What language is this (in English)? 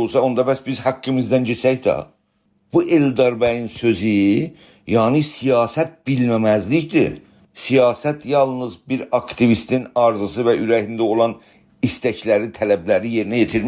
South Azerbaijani